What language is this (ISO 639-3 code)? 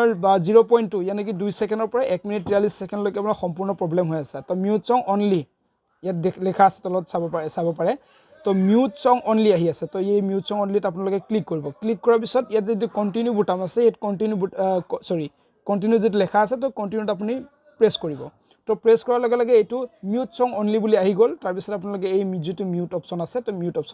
asm